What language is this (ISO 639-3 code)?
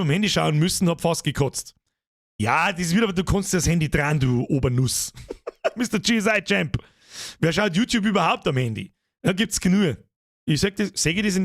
bar